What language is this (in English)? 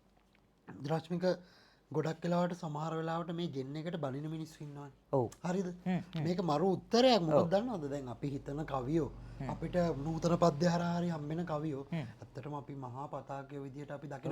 Sinhala